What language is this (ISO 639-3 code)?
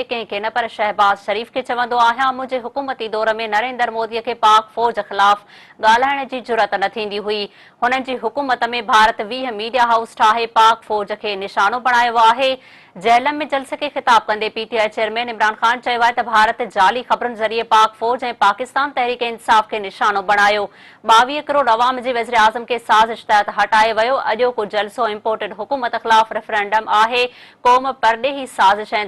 snd